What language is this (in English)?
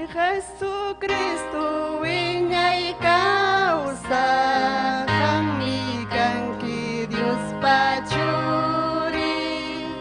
Ayacucho Quechua